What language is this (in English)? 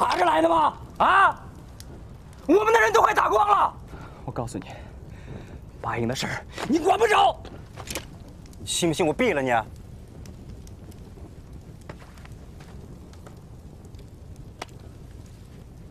Chinese